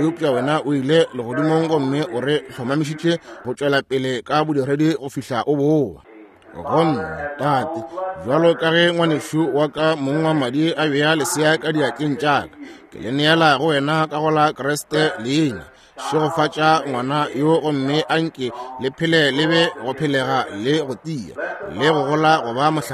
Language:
Northern Sotho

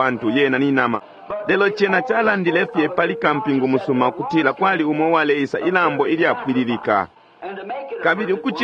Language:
Bemba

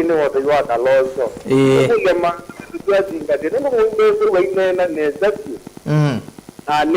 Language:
Kamba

